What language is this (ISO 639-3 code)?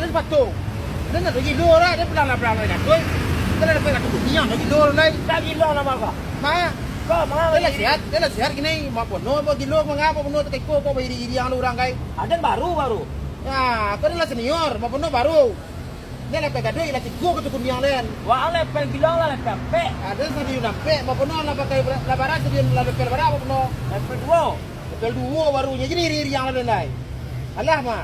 min